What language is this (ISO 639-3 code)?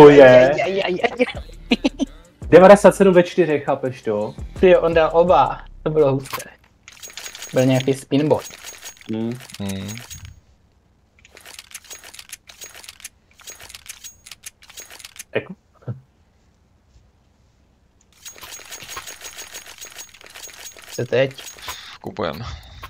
ces